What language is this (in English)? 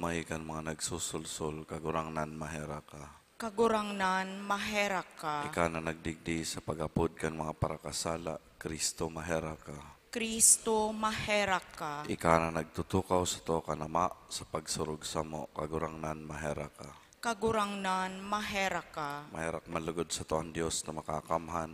Bikol